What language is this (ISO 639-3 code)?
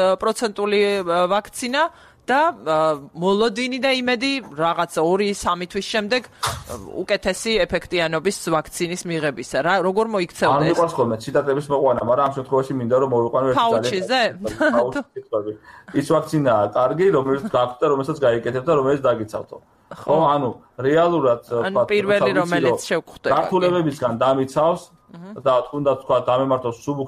kat